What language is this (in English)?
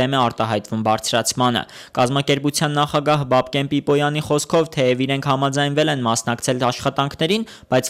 Armenian